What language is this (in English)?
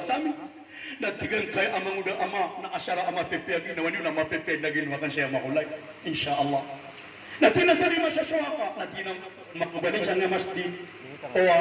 Maranao